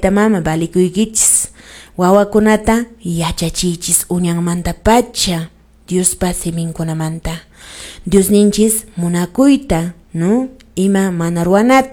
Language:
Quechua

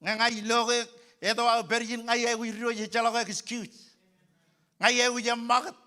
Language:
Marshallese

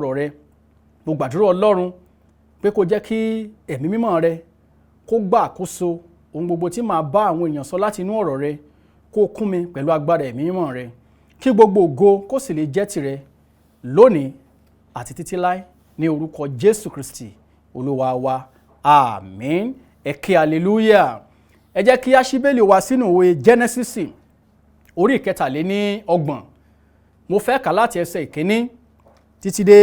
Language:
Yoruba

